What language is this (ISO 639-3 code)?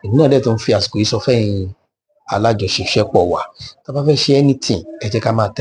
yor